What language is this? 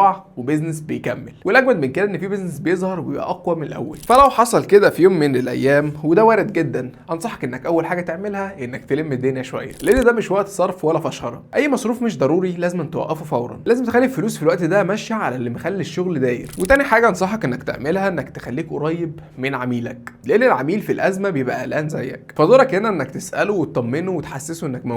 Egyptian Arabic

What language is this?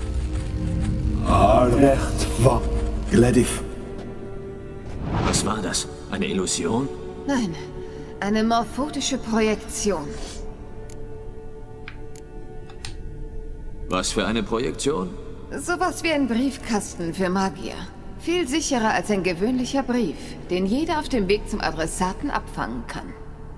German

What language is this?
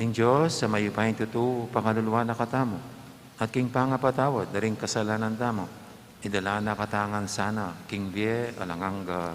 Pampanga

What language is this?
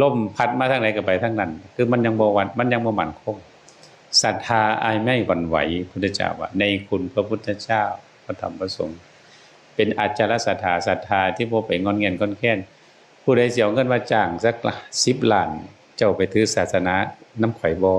Northeastern Thai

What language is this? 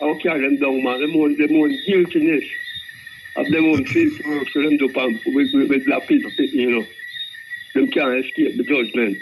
Jamaican Creole English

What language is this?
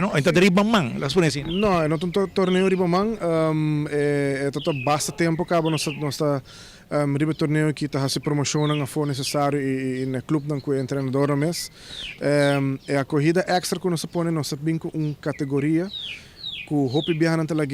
Papiamento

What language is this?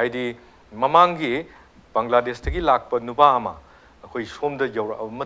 Manipuri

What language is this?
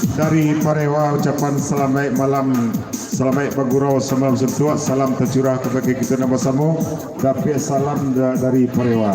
Minangkabau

